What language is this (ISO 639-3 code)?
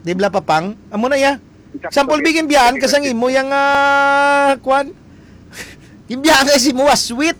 hil